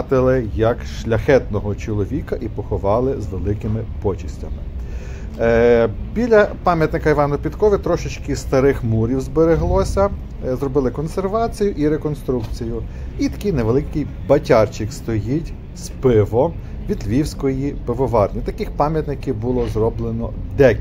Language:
Ukrainian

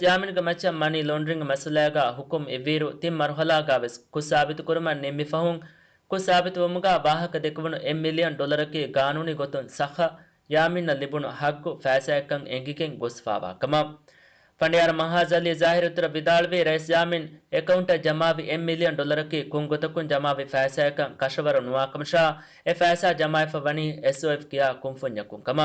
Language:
Divehi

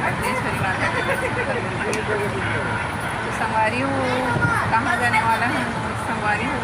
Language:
Chhattisgarhi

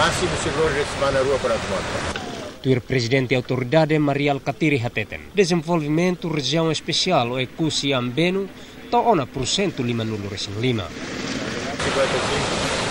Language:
Tetum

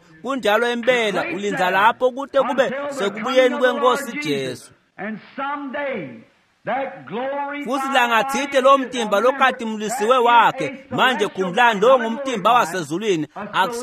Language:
Swati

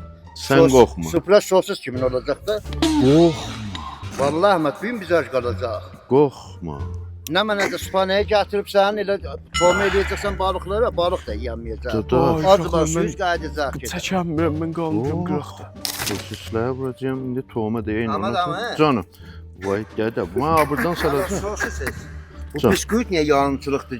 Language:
South Azerbaijani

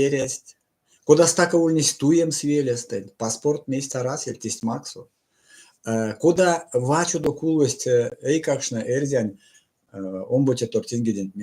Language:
Erzya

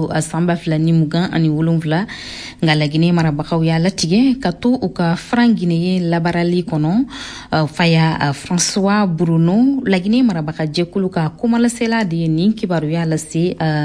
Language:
Bambara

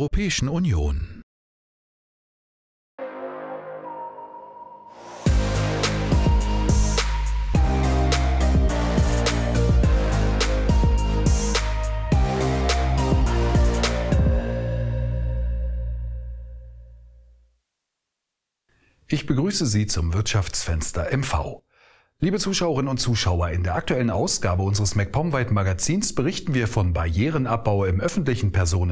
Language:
German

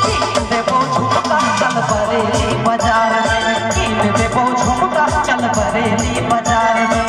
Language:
Sadri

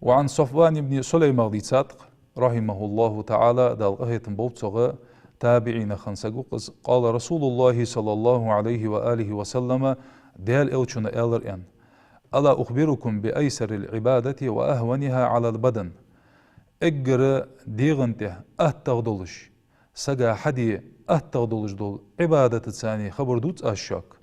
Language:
Ingush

